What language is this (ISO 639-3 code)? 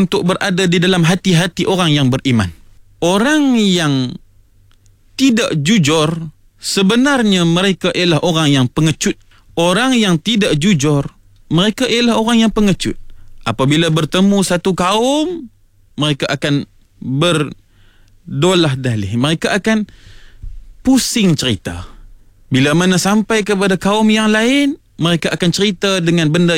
msa